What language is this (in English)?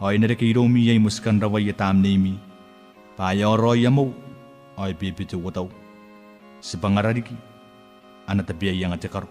Gilbertese